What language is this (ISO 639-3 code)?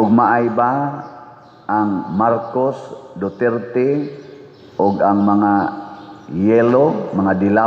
ceb